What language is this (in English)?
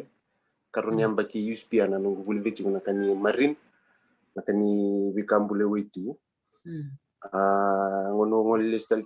Fijian